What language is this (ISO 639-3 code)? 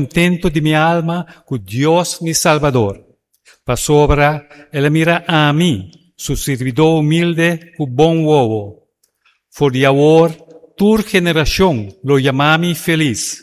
pap